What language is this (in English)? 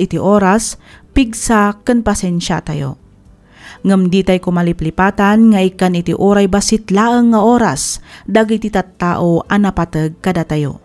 Iloko